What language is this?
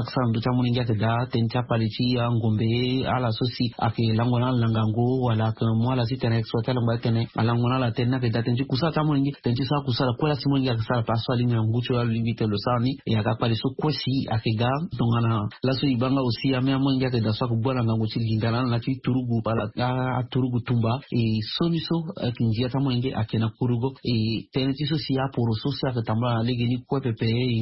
Sango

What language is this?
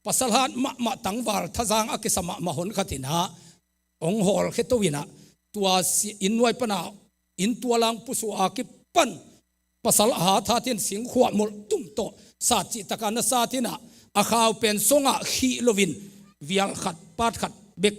Tedim Chin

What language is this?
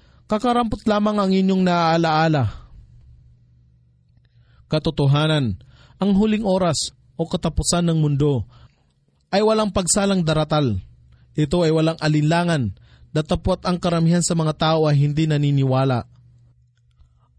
Filipino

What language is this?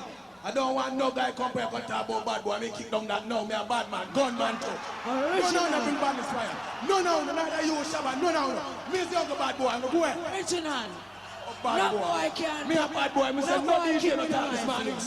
Jamaican Creole English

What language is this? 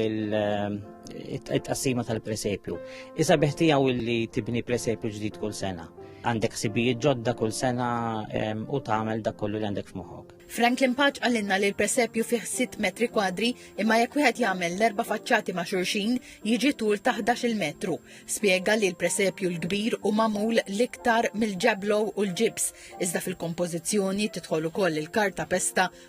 Maltese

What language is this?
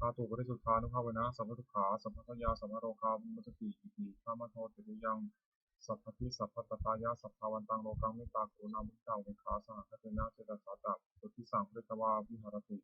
Pali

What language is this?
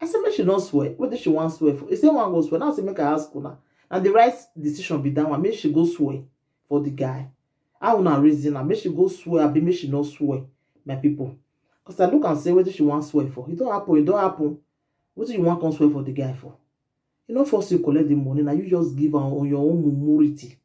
Nigerian Pidgin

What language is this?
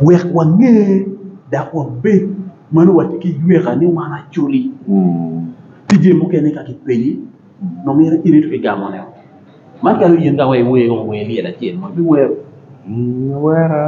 Acoli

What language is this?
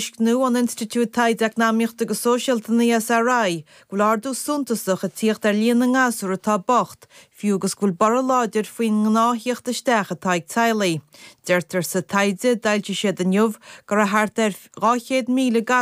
Irish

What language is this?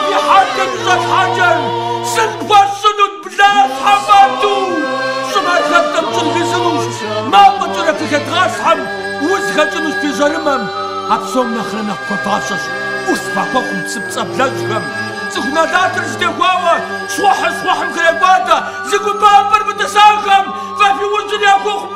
Kabardian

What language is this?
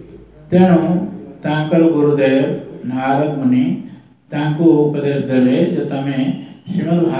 Odia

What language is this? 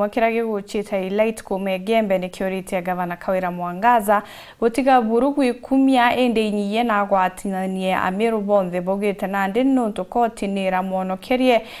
Meru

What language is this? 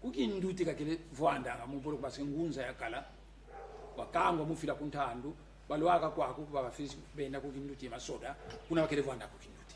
Kongo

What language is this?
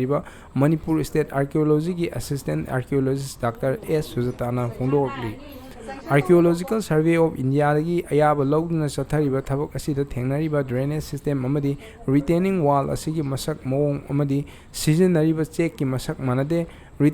Manipuri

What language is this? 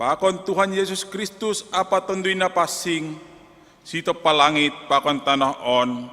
Batak Simalungun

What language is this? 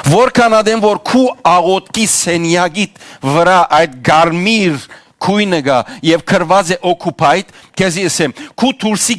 Western Armenian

